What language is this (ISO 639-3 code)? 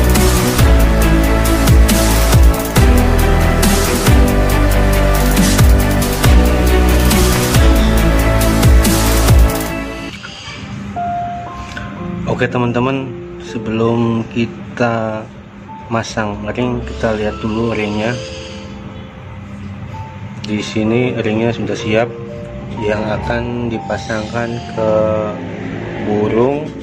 ind